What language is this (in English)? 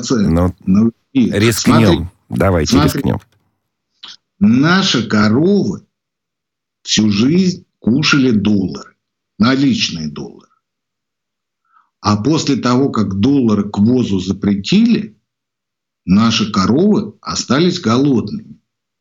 Russian